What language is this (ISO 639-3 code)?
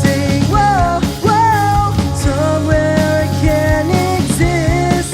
war